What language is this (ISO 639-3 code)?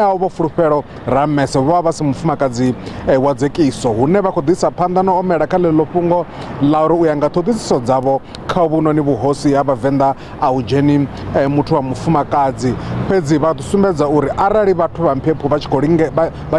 ven